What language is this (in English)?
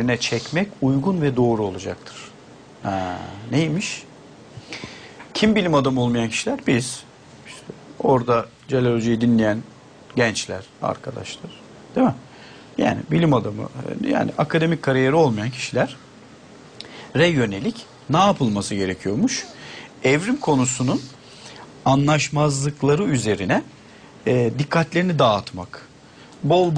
Turkish